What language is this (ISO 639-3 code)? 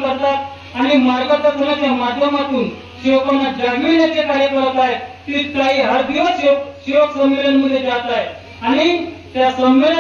mar